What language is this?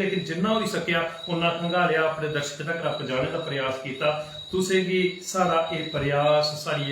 Dogri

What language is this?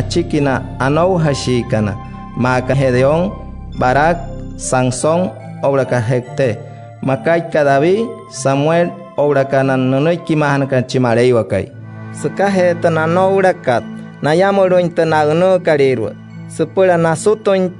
Wayuu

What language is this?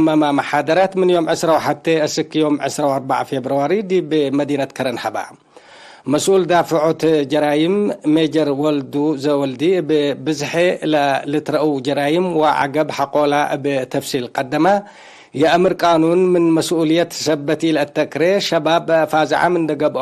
Tigre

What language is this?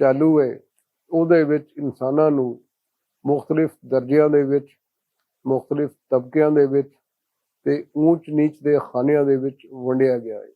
Western Panjabi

